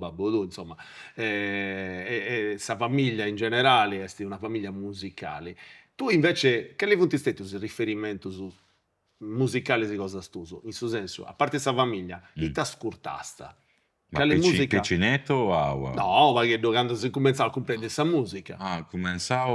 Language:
Sardinian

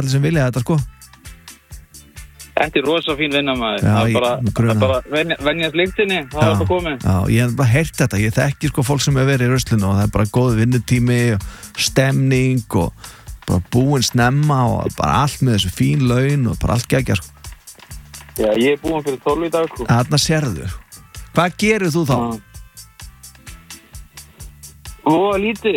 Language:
Icelandic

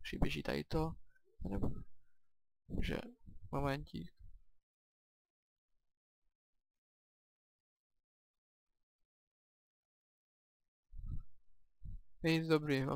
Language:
Czech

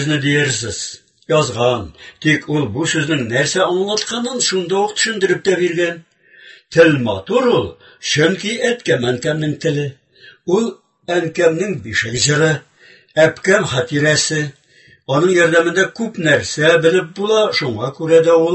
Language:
Tatar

